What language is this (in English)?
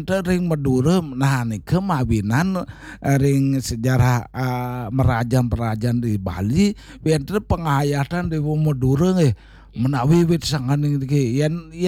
Balinese